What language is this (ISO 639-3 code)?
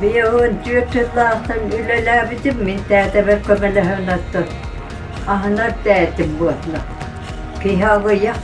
sah